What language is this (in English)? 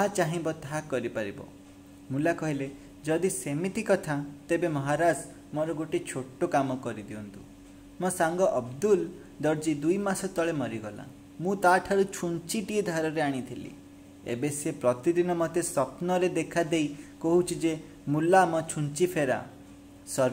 Odia